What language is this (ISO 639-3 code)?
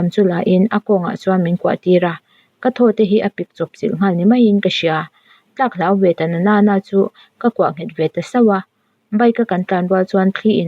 lus